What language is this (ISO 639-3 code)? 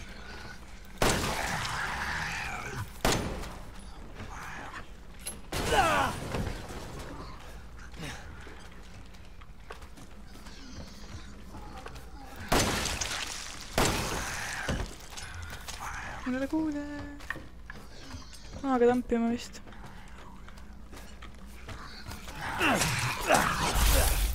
est